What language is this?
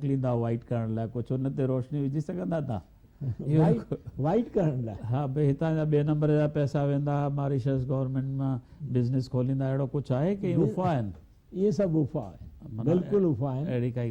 Sindhi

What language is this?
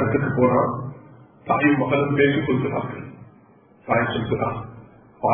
Tamil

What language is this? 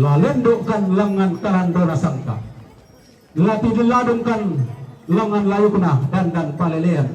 Toraja-Sa'dan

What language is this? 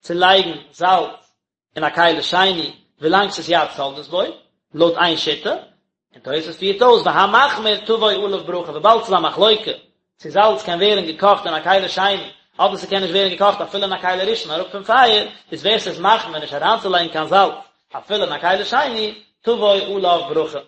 Yiddish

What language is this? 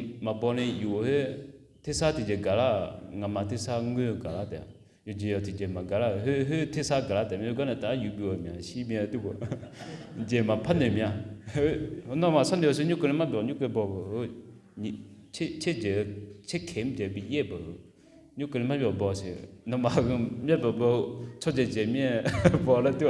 Akha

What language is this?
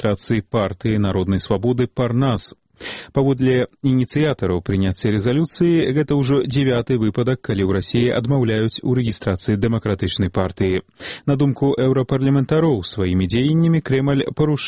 Belarusian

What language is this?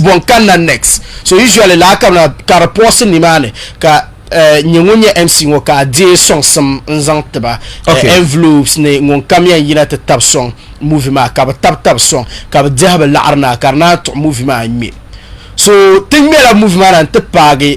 Dagbani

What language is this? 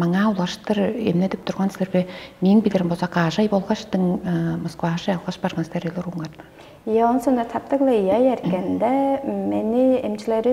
Tuvinian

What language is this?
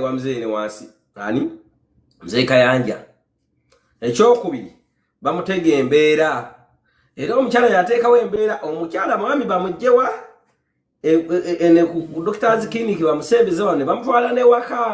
Ganda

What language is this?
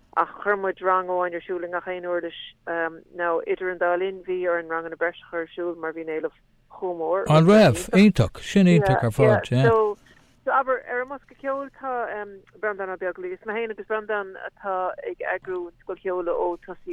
Irish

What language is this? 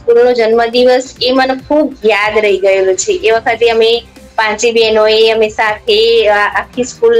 Gujarati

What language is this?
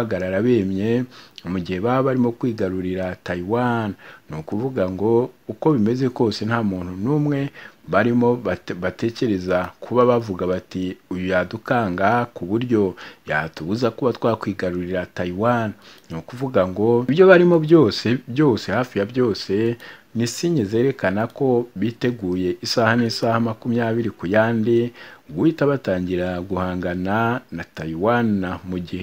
Kinyarwanda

